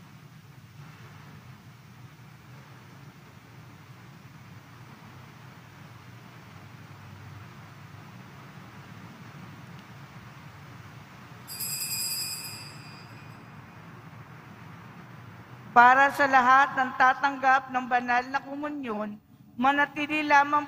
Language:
Filipino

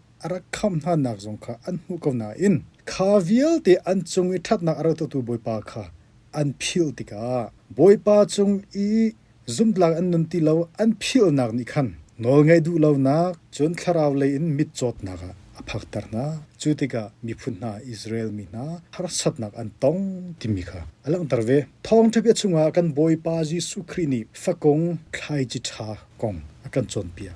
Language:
Hakha Chin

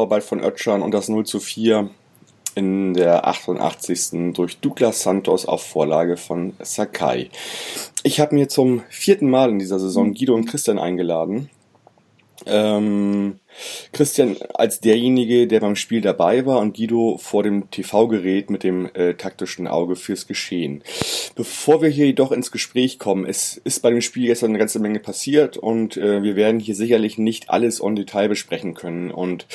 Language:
German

